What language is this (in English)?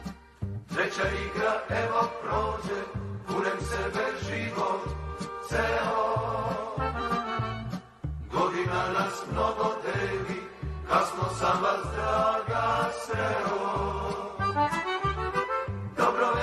Serbian